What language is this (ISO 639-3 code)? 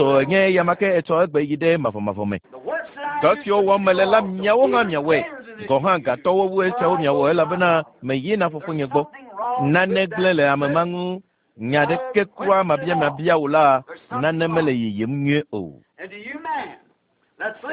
ewe